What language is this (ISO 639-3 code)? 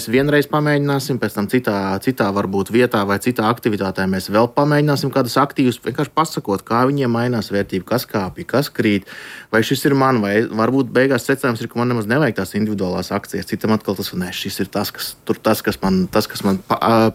lav